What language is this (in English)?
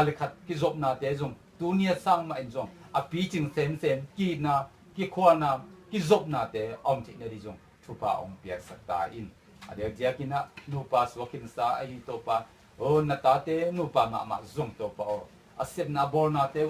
Tedim Chin